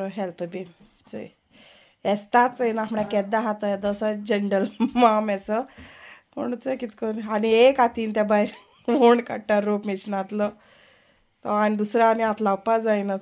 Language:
Konkani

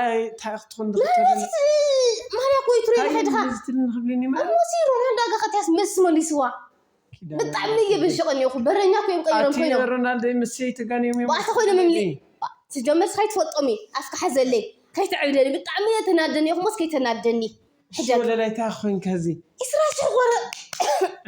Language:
Tigrinya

